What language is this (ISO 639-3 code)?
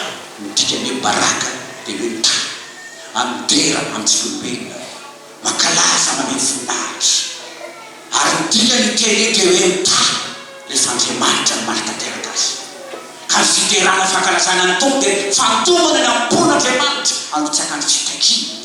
mlg